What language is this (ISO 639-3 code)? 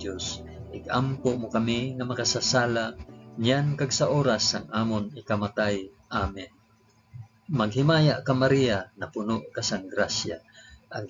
hil